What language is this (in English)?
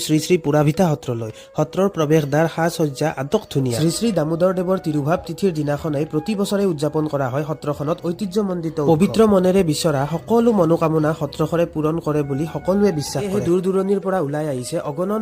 Assamese